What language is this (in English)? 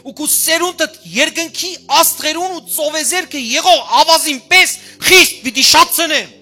Western Armenian